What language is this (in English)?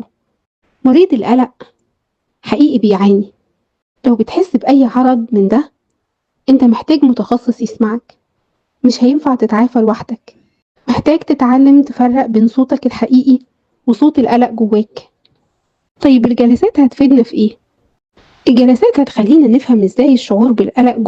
Egyptian Arabic